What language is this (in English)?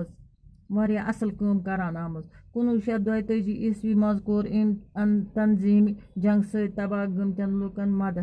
Kashmiri